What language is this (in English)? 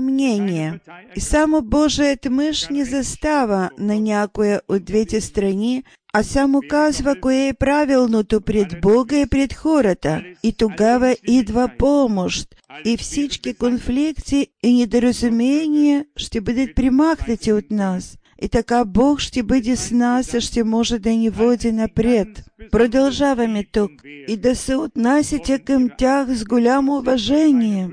Bulgarian